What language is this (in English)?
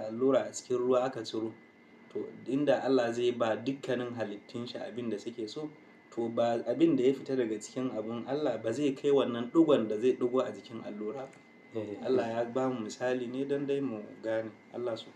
Hausa